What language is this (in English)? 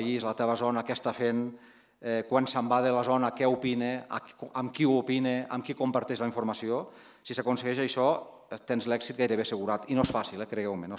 Catalan